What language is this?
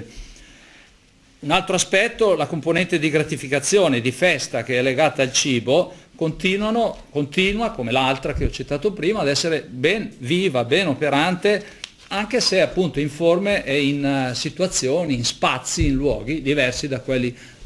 Italian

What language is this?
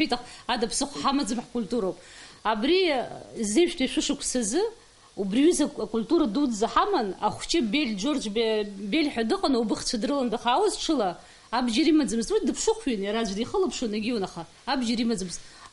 Abkhazian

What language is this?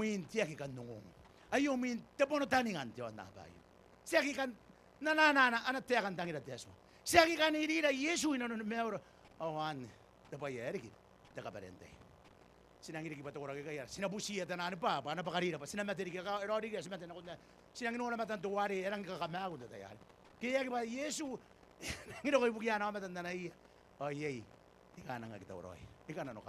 Gilbertese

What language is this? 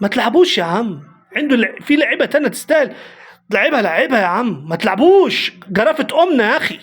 Egyptian Arabic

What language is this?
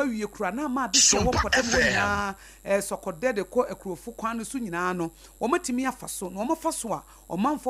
Akan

